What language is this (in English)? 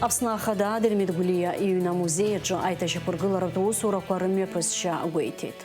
Abkhazian